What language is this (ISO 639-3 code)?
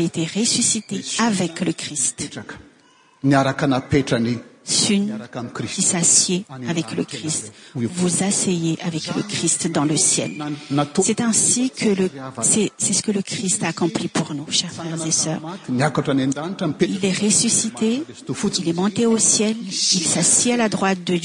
fra